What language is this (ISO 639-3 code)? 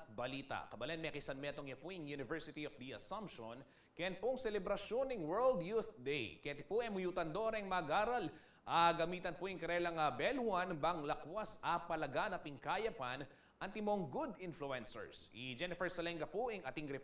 pam